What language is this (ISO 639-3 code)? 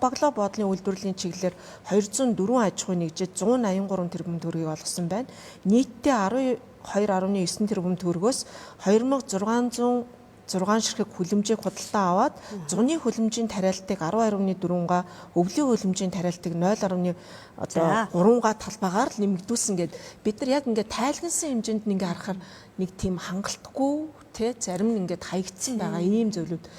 mon